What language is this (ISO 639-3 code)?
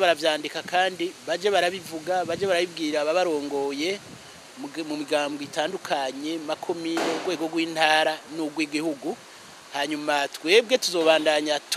run